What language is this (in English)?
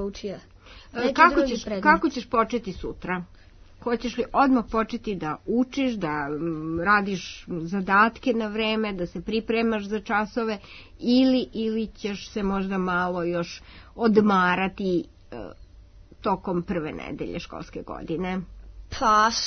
Serbian